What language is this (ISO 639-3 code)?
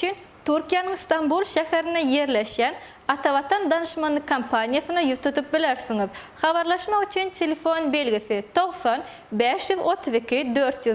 tuk